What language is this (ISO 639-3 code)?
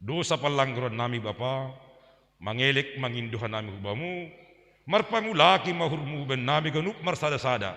bts